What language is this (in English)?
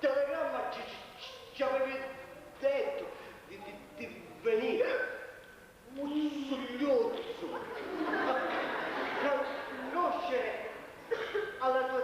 Sicilian